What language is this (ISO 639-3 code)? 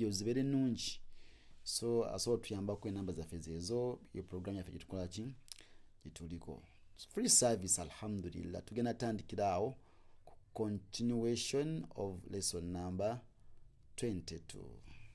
lug